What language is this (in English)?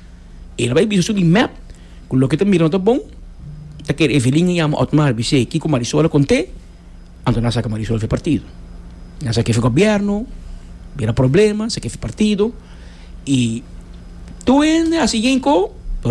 Papiamento